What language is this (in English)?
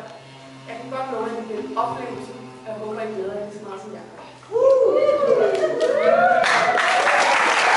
Danish